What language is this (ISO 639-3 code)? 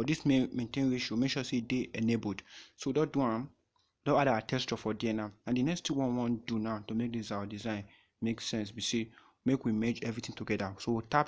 pcm